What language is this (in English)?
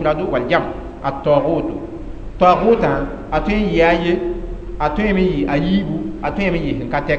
Mossi